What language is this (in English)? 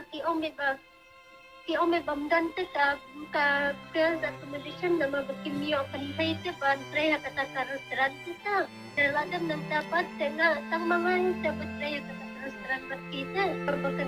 Khasi